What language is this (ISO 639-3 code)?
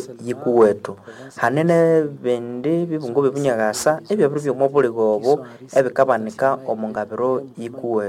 nnb